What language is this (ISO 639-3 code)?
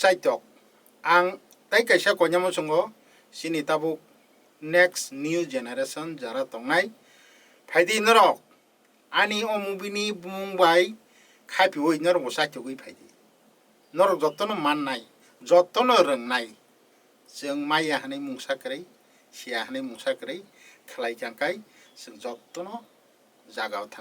trp